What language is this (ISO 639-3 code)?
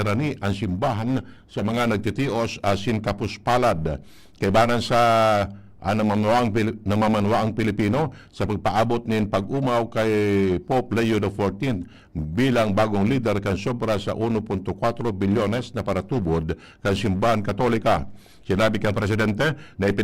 bik